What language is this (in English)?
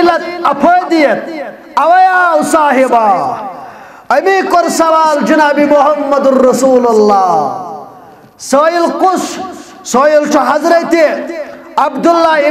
Kashmiri